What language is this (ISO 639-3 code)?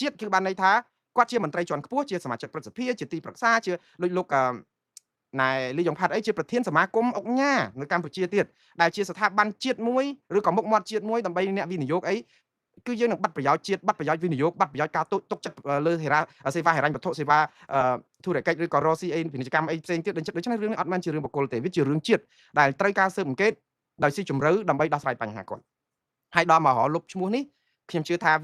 khm